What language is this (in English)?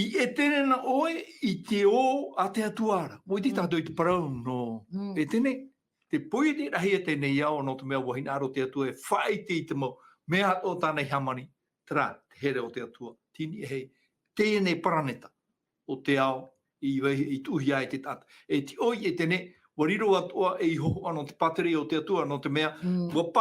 Tahitian